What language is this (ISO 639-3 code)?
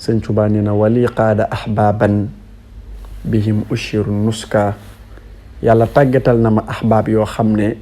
wol